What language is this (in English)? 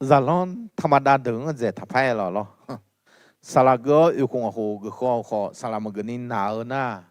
Akha